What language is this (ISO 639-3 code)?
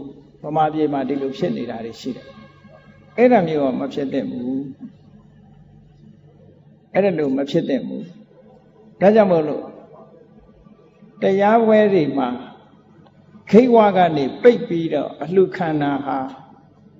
mya